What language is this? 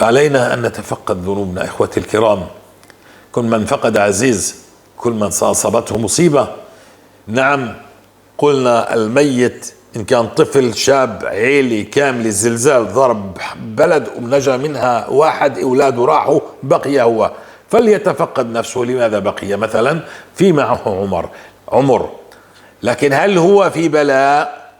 North Levantine Arabic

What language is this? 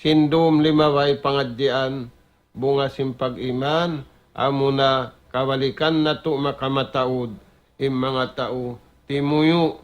Tausug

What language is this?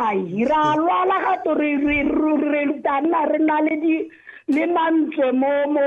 Tswana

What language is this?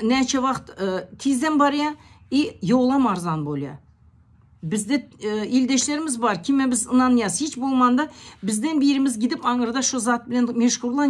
Turkmen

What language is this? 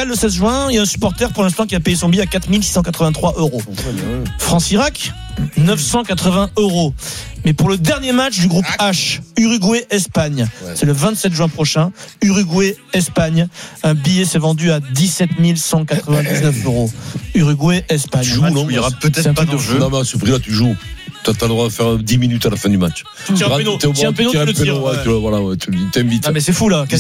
French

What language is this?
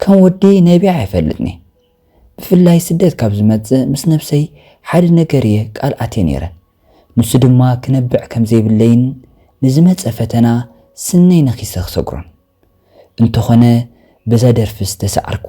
Tigrinya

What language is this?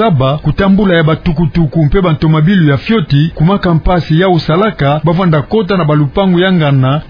Kituba (Democratic Republic of Congo)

